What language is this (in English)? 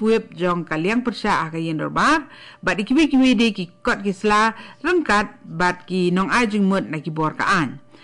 Khasi